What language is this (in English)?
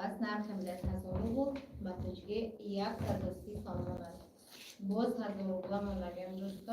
Tajik